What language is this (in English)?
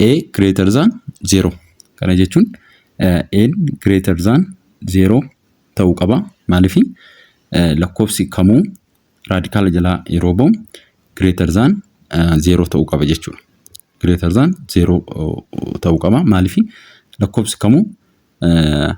Oromo